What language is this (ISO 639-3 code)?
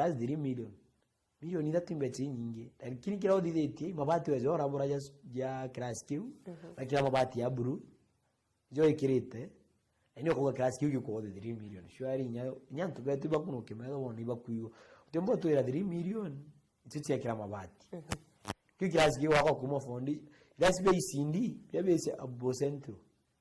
mer